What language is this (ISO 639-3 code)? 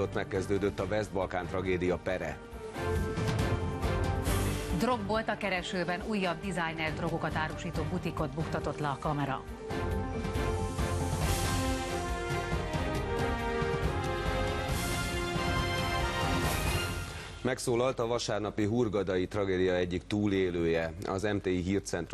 hun